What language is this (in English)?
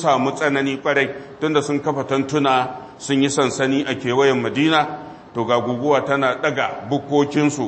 Hausa